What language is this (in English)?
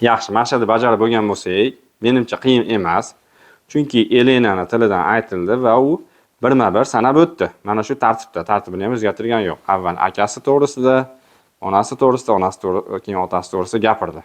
Uzbek